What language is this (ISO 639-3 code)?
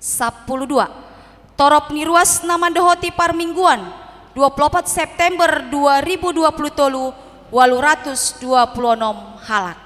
bbc